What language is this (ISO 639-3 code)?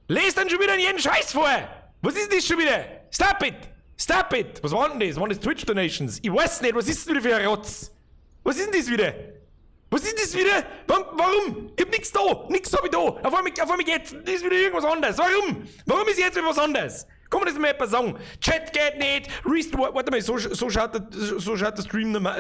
bar